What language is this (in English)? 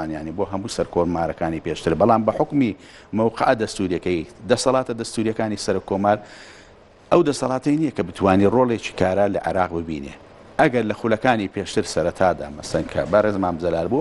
Central Kurdish